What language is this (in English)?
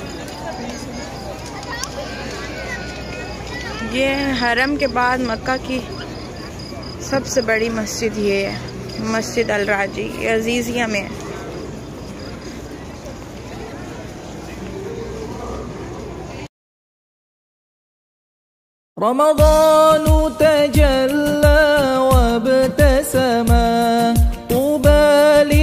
Hindi